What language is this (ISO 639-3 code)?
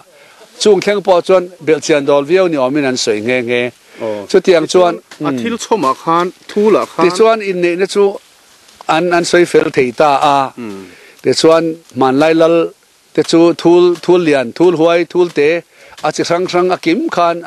lus